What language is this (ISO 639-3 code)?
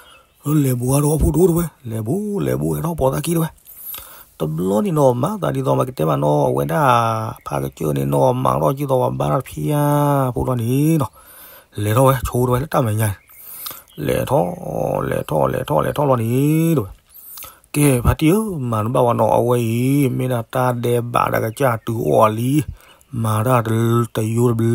ksw